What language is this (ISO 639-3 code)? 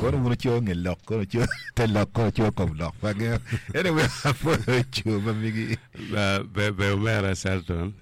ach